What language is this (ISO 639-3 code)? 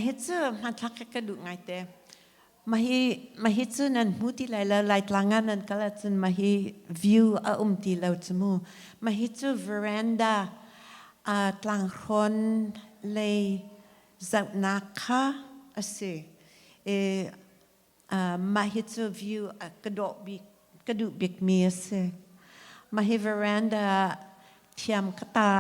cnh